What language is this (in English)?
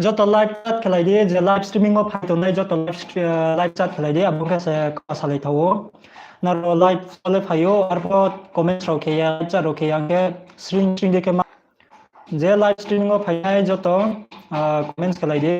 Riang (India)